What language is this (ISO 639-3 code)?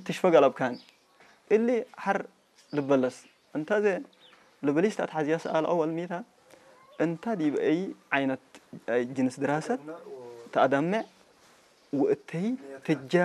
tir